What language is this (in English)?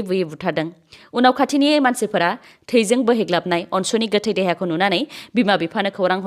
Bodo